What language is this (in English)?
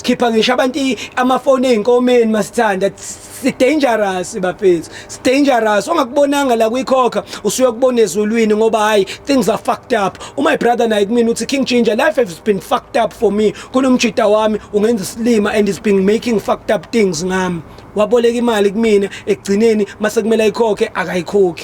Zulu